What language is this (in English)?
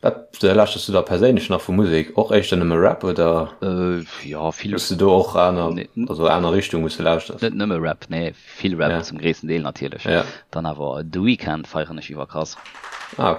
Luxembourgish